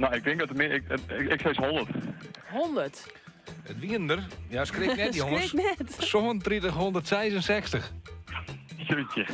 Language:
Western Frisian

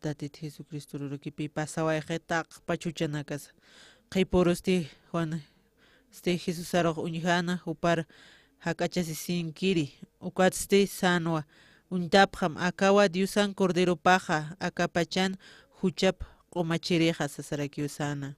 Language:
Aymara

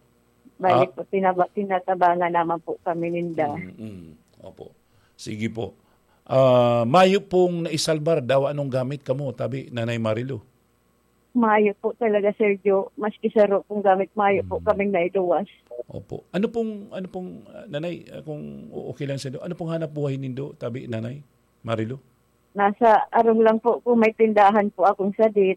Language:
Bikol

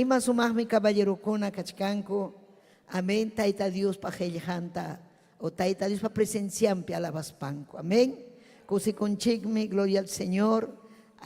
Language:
Ayacucho Quechua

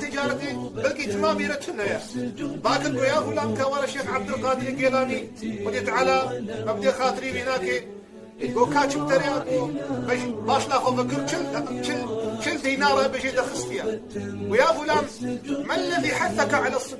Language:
Kurdish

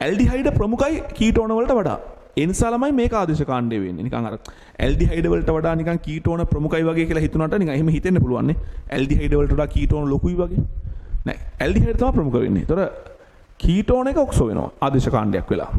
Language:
Sinhala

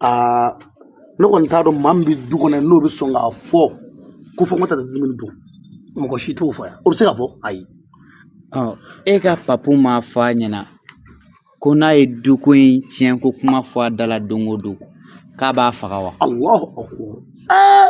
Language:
Bambara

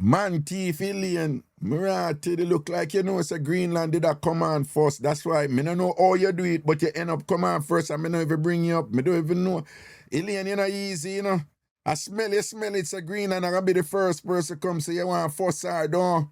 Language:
Jamaican Creole English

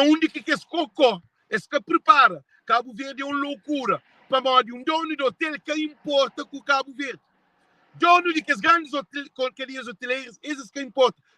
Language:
Kabuverdianu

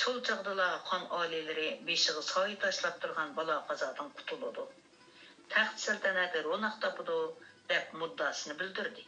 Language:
Uyghur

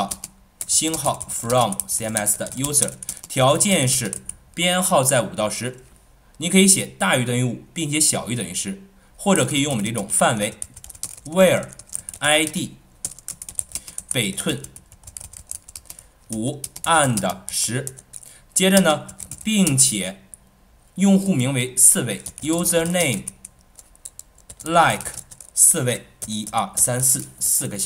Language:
Chinese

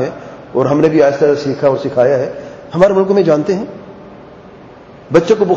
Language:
Urdu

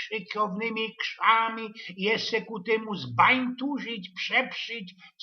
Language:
Silesian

